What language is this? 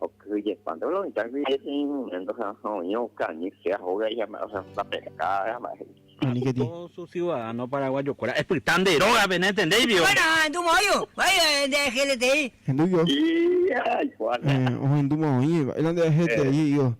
Guarani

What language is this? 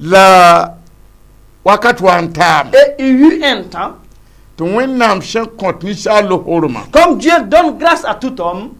Mossi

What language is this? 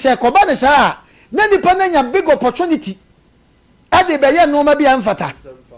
Akan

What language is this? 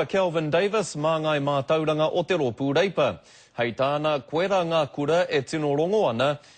Māori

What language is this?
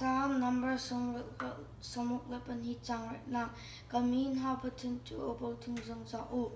Hakha Chin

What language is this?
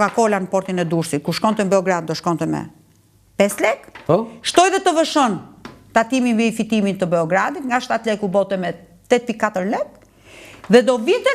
Albanian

